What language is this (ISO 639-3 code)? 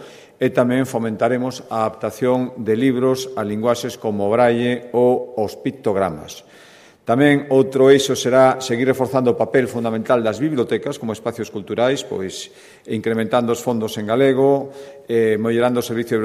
glg